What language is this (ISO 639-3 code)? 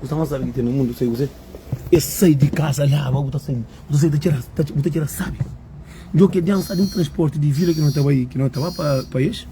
kea